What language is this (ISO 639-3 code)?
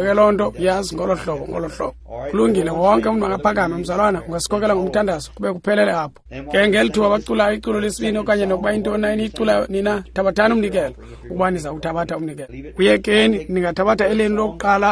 xho